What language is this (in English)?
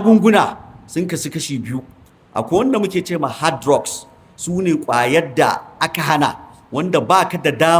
Hausa